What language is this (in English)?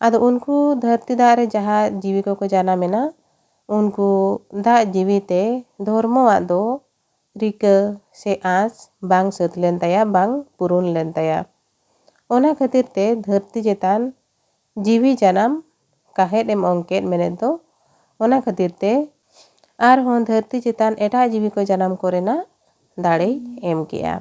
Santali